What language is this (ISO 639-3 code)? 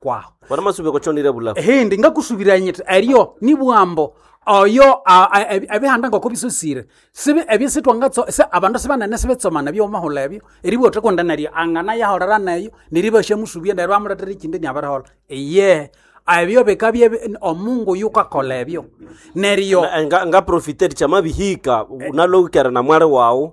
nnb